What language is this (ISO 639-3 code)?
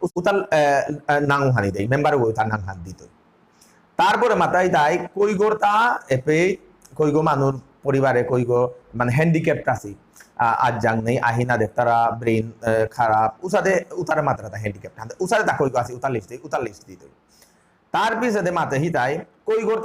bpy